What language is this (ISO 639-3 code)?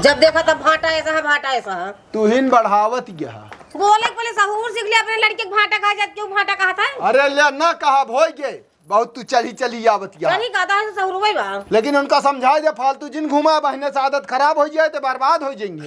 awa